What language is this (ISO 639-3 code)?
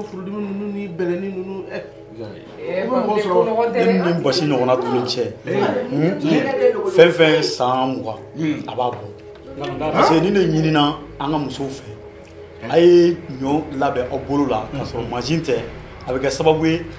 bam